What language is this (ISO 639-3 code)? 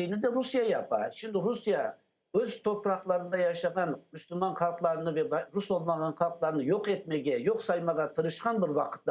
crh